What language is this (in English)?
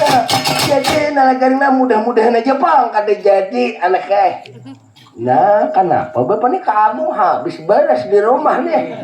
Banjar